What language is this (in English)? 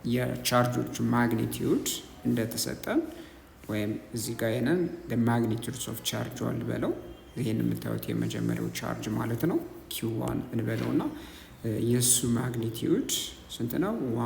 Amharic